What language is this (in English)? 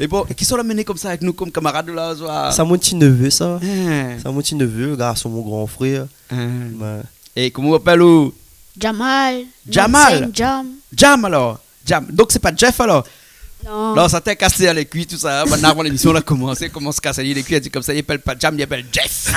Réunion Creole French